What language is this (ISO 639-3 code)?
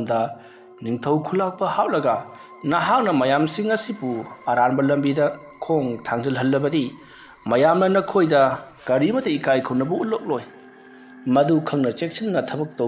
mni